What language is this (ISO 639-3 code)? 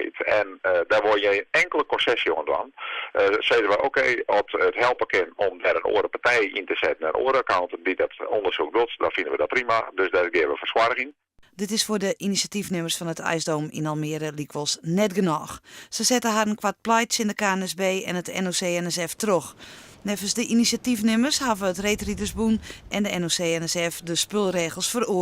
fry